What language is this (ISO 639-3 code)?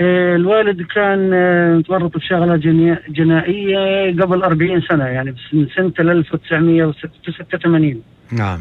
apc